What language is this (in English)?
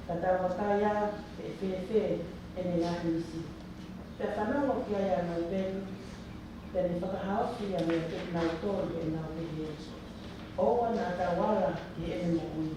Tongan